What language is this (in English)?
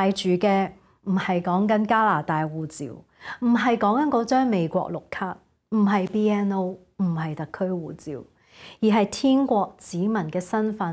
Cantonese